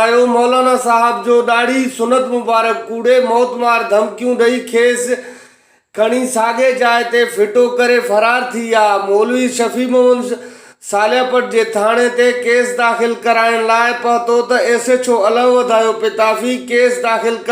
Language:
Sindhi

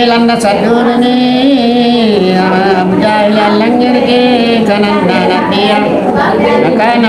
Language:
Makasar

